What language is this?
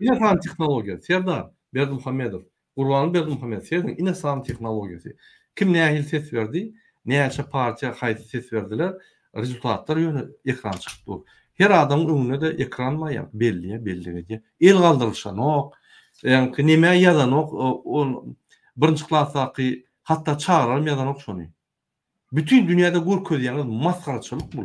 Turkmen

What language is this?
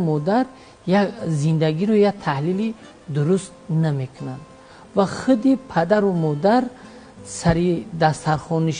Tajik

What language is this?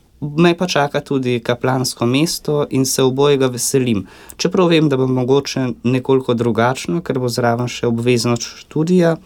Slovenian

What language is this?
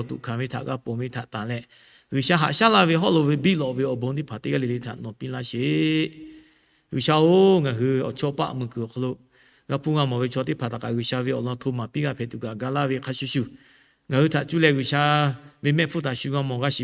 Lahu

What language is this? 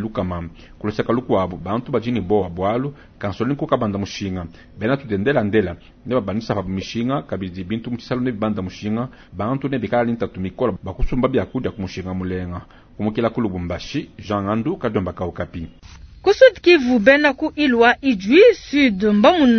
Luba-Lulua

